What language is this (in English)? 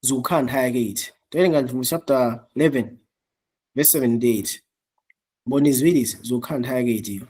Nyanja